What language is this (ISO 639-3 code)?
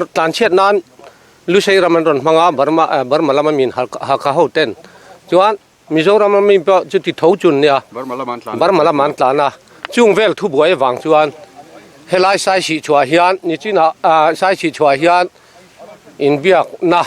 lus